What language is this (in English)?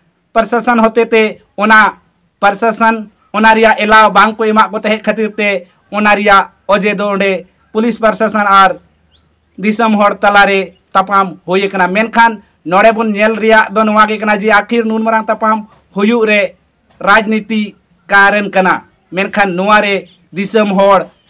Santali